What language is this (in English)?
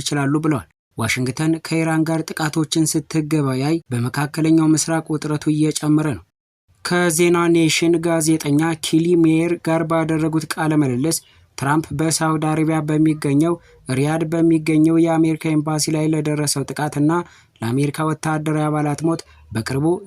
Amharic